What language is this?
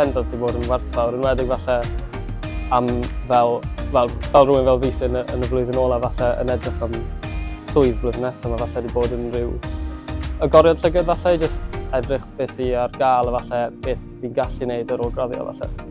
Welsh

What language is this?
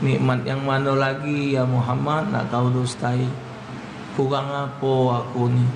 Musi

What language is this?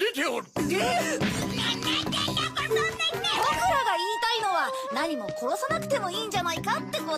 Japanese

